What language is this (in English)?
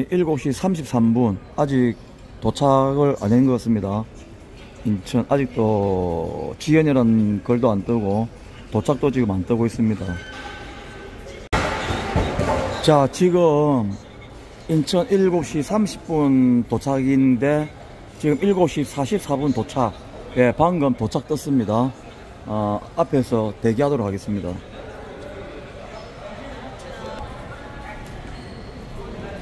Korean